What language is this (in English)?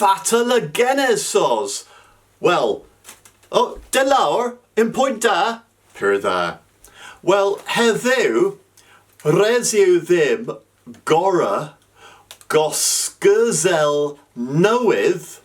Cornish